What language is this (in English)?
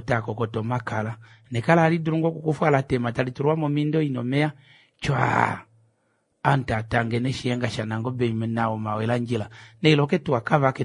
Kuanyama